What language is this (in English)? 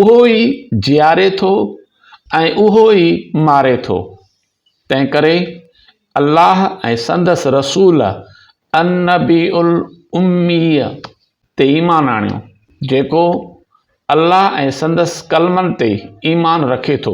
Sindhi